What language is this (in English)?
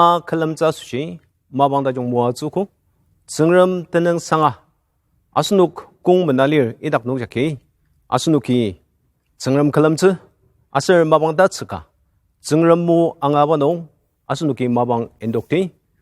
Ao Naga